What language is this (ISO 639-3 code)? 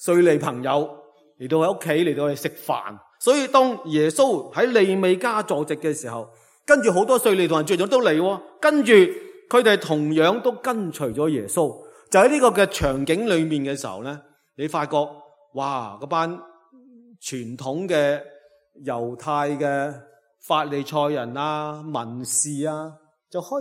yue